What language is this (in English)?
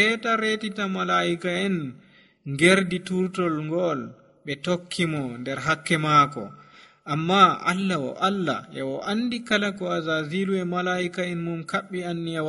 Nigerian Fulfulde